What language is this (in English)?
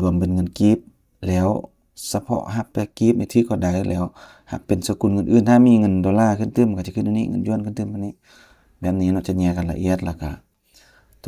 Lao